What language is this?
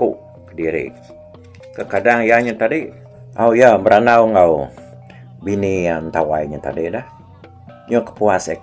Iban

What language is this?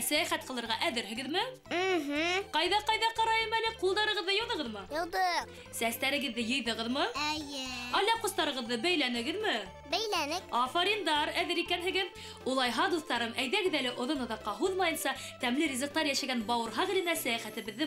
Bashkir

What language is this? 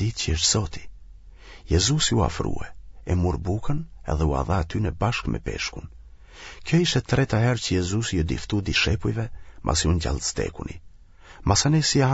Albanian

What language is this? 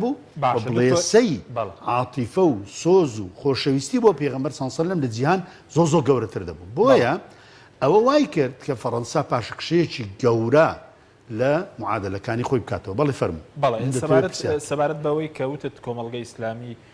Central Kurdish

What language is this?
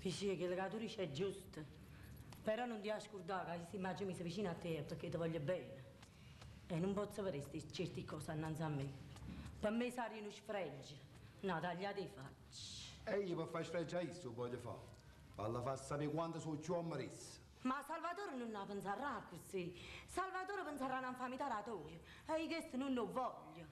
Neapolitan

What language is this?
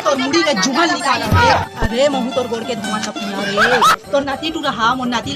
Chhattisgarhi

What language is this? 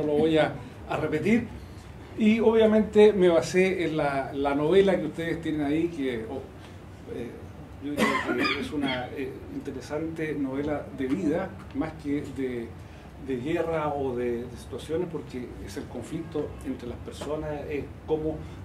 Spanish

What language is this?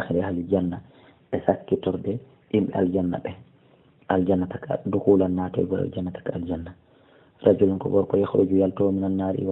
Fula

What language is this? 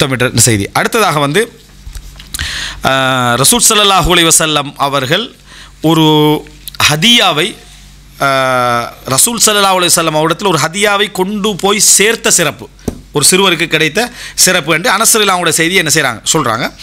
Tamil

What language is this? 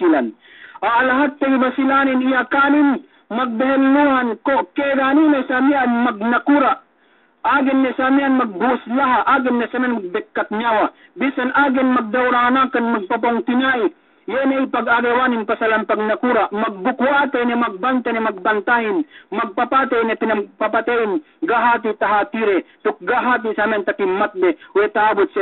Yakan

